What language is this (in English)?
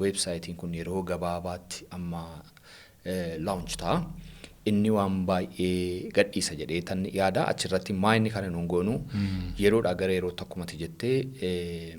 Oromo